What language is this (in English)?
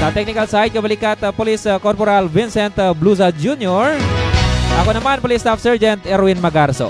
Hiligaynon